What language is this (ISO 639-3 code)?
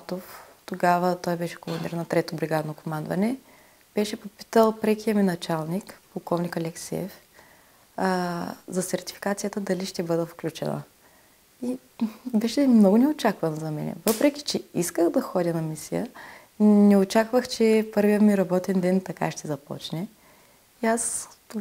bul